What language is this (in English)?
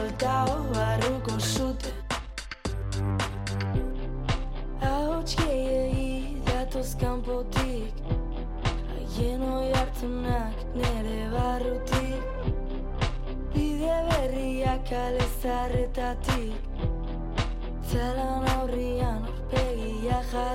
Basque